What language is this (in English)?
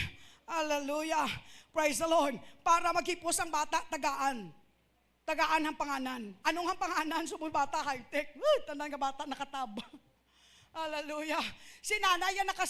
Hiligaynon